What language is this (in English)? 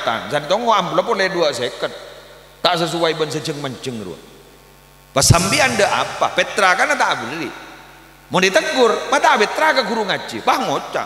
Madurese